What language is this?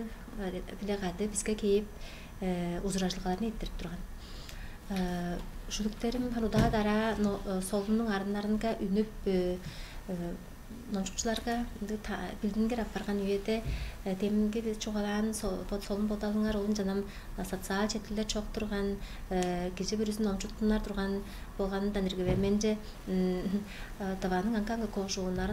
Tuvinian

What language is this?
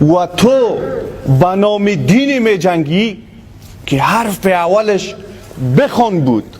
Persian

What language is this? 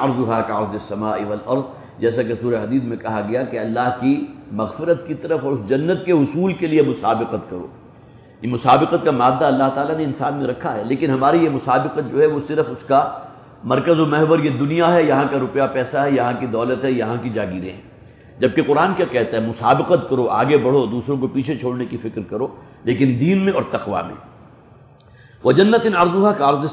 Urdu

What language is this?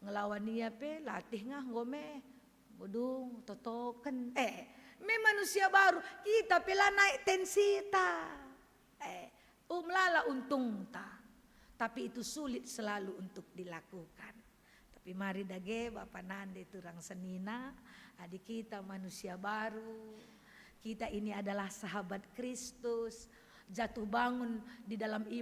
Batak Karo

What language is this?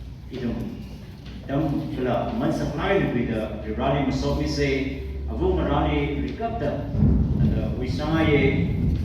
Tangkhul Naga (India)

